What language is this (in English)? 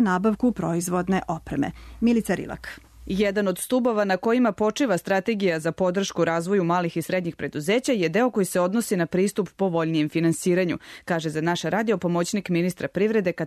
Serbian